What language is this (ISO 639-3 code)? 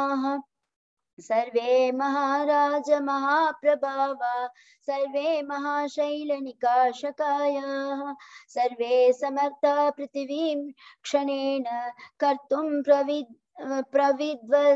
san